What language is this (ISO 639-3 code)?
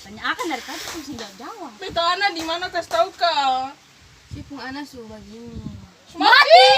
abs